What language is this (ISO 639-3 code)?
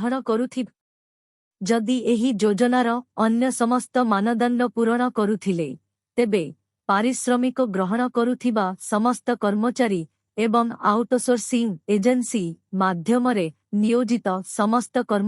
ori